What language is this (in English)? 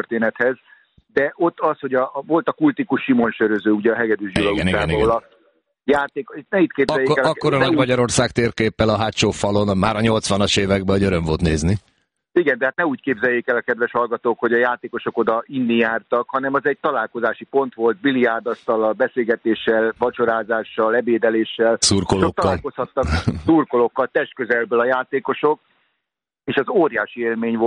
Hungarian